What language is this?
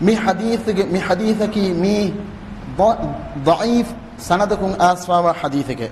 Divehi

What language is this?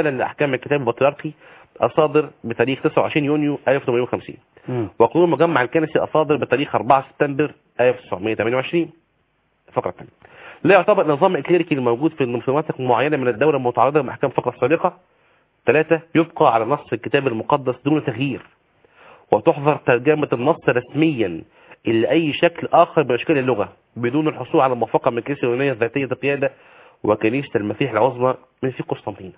Arabic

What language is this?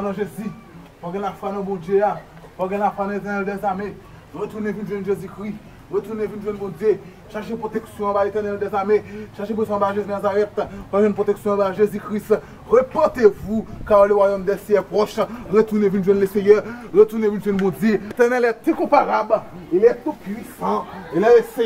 Haitian Creole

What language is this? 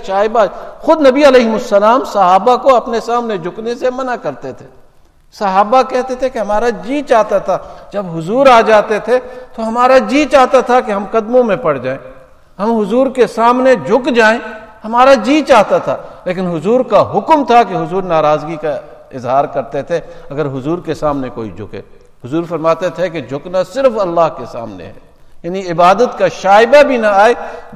Urdu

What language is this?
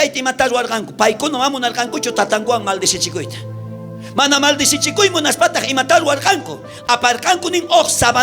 South Bolivian Quechua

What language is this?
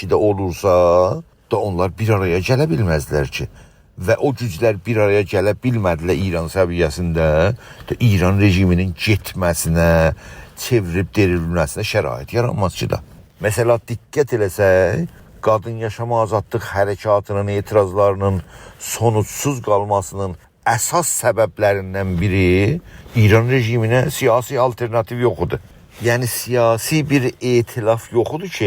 South Azerbaijani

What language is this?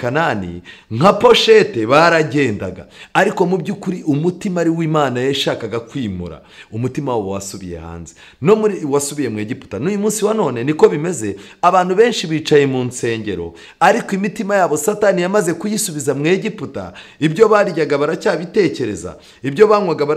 Kinyarwanda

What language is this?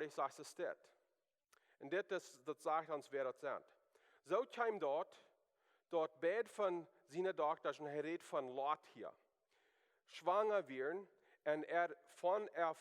Plautdietsch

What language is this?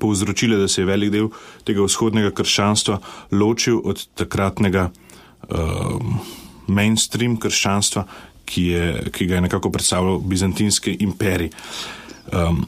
Slovenian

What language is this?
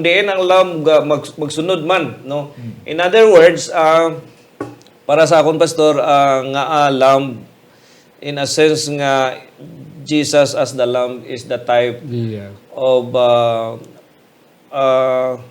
Hiligaynon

